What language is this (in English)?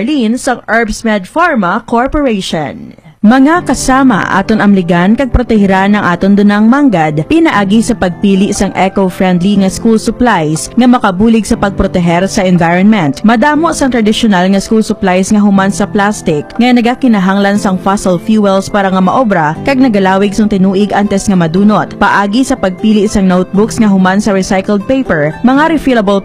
Hiligaynon